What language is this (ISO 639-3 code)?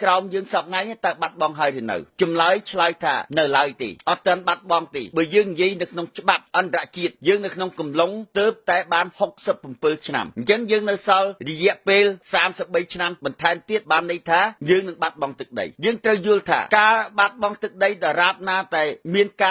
khm